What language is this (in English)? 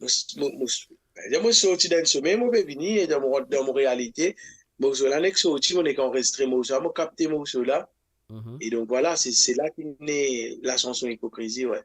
Morisyen